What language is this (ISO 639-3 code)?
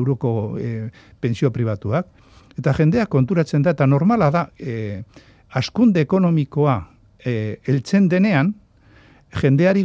eus